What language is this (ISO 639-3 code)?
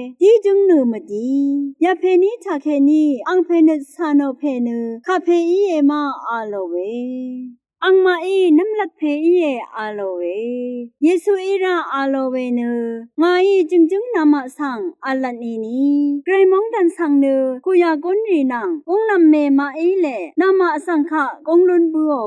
raw